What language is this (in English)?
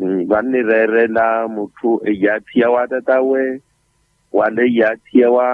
Makhuwa